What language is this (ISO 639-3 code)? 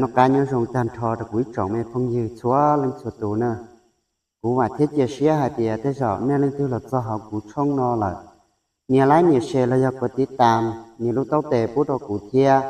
hmn